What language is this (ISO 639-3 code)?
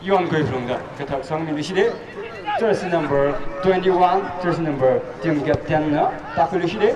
nmf